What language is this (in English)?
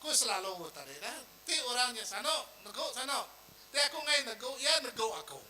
Iban